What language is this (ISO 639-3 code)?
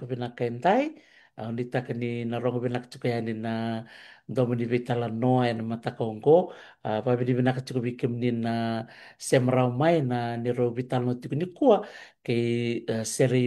fij